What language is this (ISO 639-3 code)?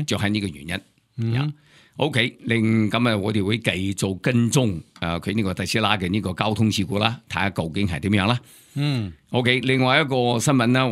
yue